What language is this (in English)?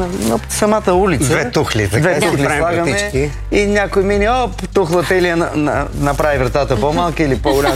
Bulgarian